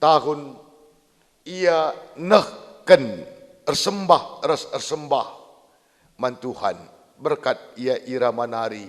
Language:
Batak Karo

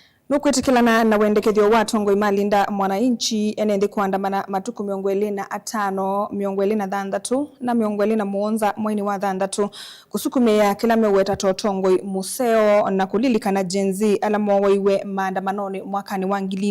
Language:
Kamba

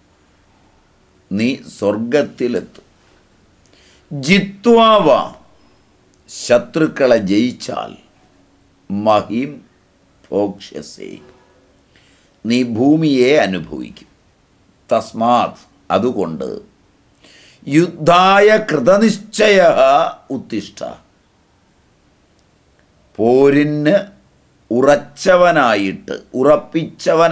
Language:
Malayalam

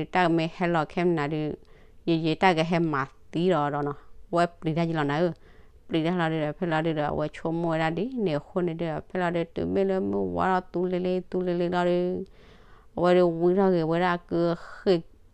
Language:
S'gaw Karen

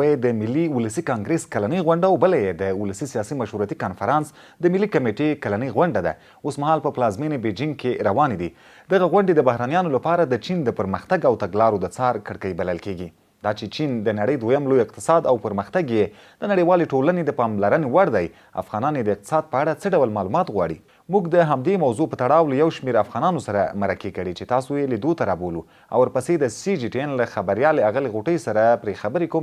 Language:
Pashto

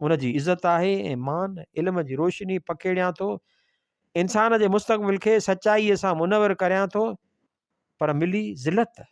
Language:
Sindhi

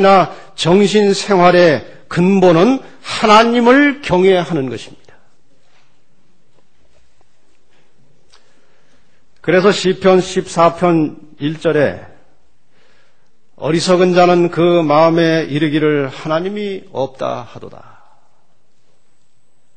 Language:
Korean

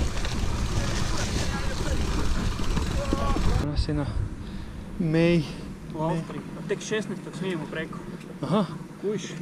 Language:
Croatian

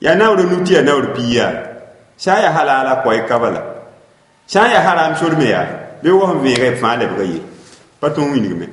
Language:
Mossi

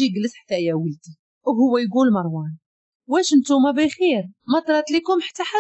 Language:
Moroccan Arabic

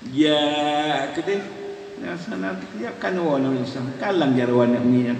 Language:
Achinese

